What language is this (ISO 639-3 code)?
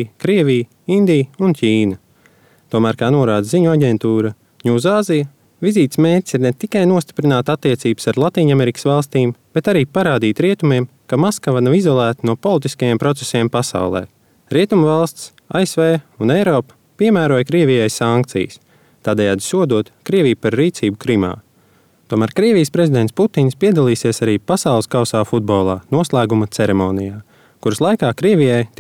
lav